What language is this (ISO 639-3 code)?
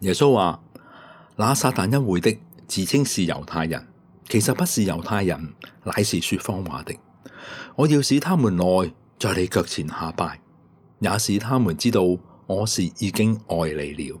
yue